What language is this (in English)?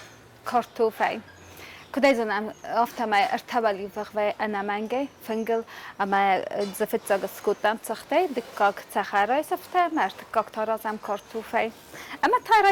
Ossetic